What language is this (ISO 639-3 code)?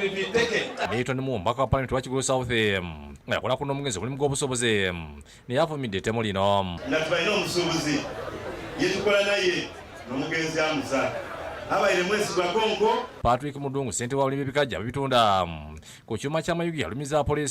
lug